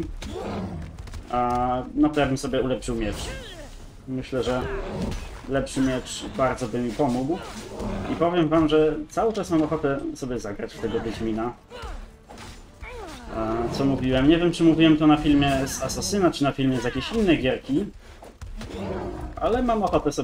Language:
Polish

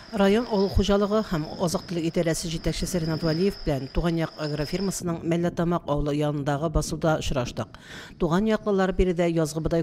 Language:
Tatar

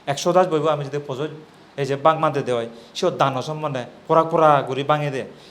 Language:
Chakma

